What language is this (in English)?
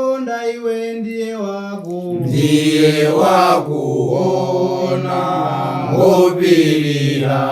Nyanja